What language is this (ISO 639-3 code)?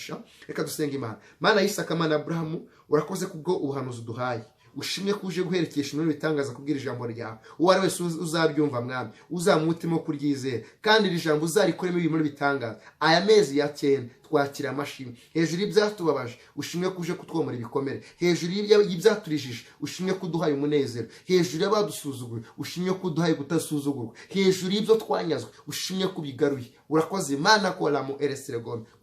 kin